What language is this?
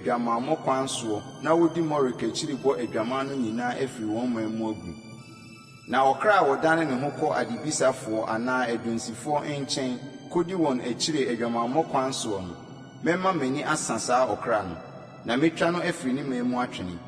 Akan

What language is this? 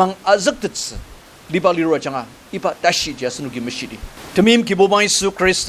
Ao Naga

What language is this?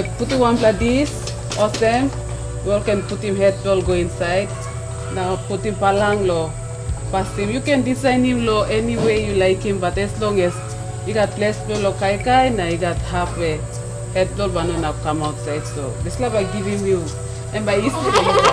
Tok Pisin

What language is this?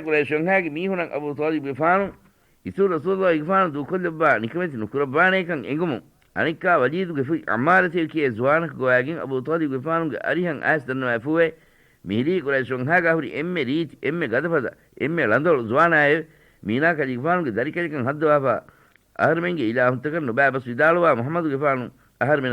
Divehi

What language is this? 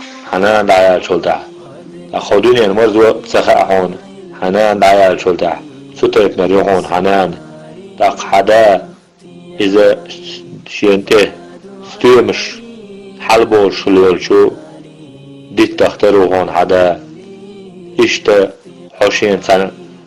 Chechen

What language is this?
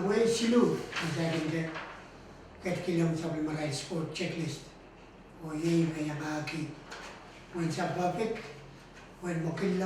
Pohnpeian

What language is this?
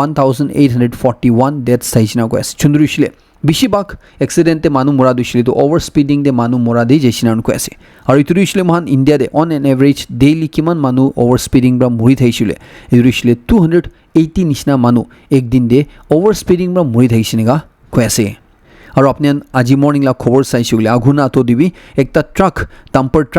Naga Pidgin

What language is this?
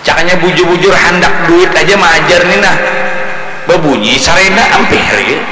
Banjar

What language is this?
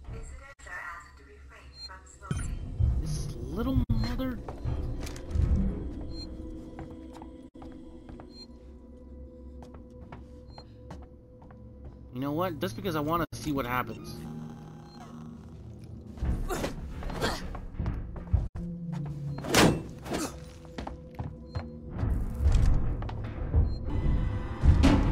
English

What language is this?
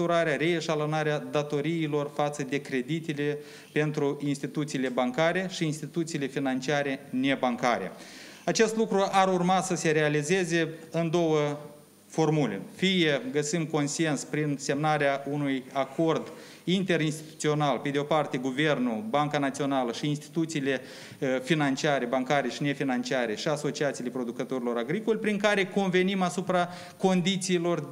Romanian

